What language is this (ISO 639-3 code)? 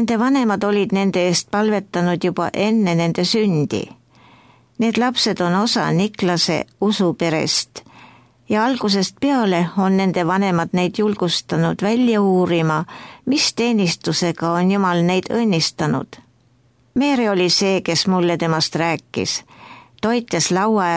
est